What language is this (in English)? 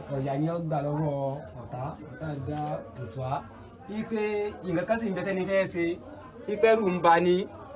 Yoruba